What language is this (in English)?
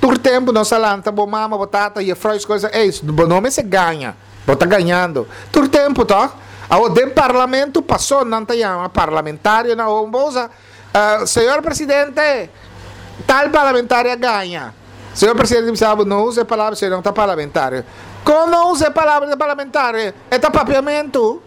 Papiamento